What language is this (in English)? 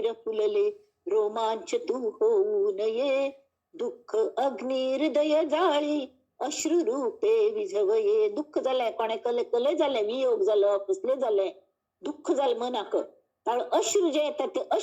Konkani